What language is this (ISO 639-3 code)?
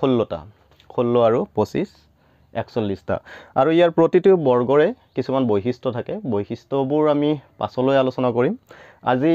asm